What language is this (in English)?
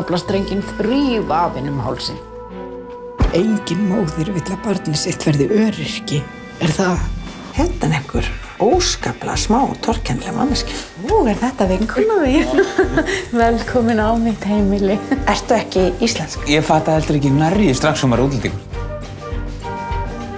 Icelandic